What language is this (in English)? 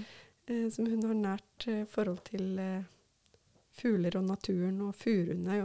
Norwegian